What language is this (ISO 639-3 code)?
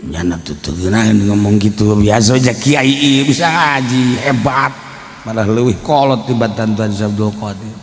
sun